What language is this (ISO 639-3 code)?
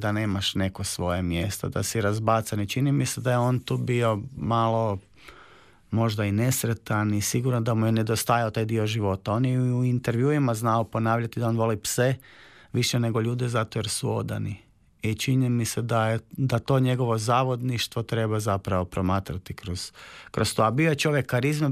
hrv